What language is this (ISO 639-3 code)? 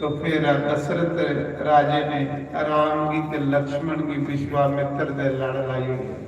doi